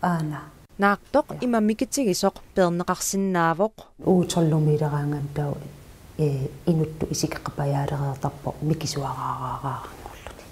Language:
Kalaallisut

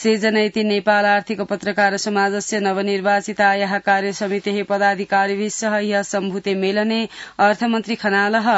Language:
Sanskrit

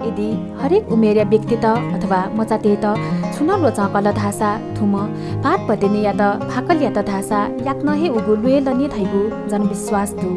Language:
Newari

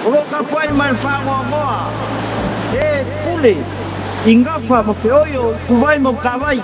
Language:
Samoan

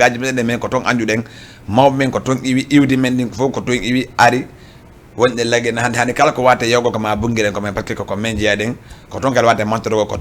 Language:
Fula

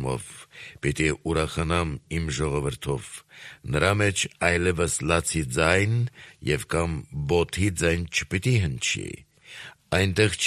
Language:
Armenian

